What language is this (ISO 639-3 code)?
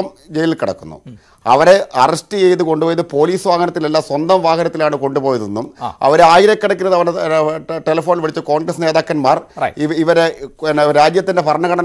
mal